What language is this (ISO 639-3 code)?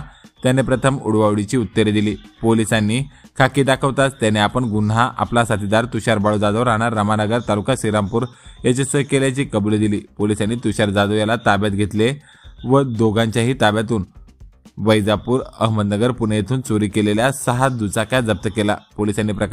mar